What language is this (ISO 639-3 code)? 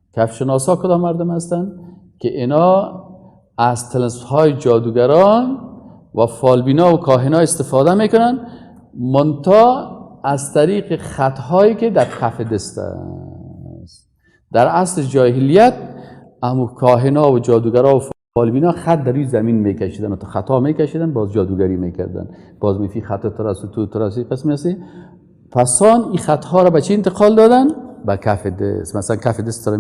fas